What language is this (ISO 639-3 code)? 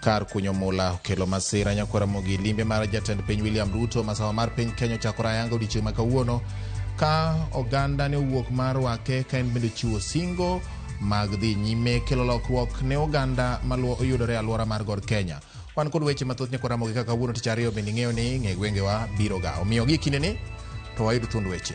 luo